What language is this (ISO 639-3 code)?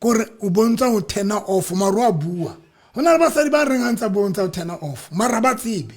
sot